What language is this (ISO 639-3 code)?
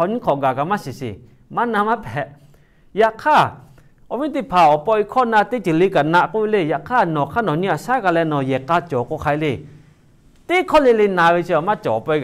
lhu